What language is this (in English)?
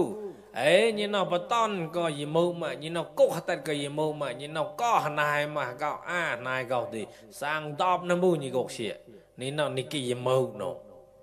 Mon